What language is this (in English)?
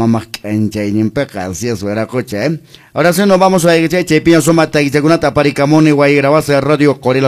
Quechua